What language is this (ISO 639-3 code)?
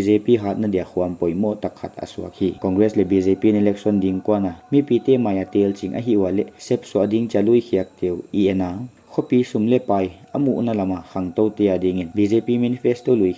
pck